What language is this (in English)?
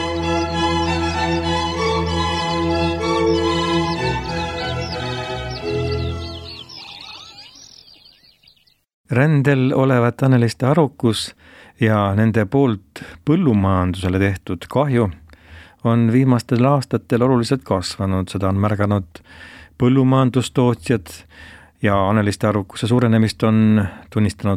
Estonian